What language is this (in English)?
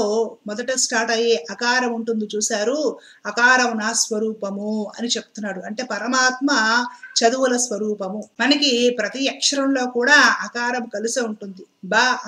Telugu